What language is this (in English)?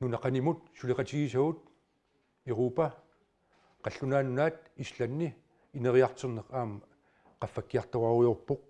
Kalaallisut